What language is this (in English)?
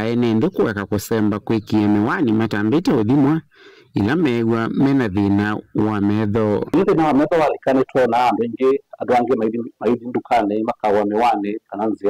Kamba